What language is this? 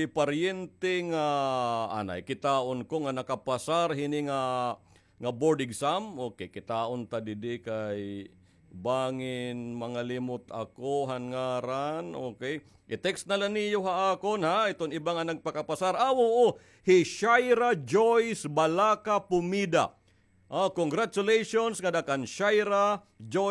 Waray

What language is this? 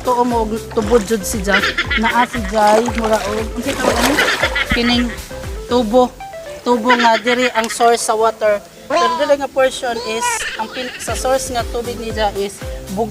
Cebuano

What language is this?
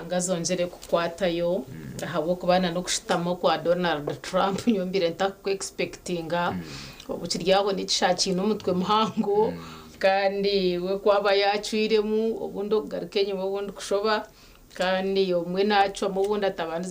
Nyankole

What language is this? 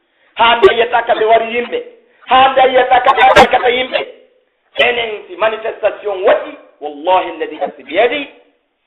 Pular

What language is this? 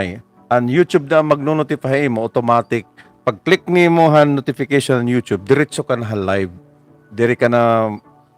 Waray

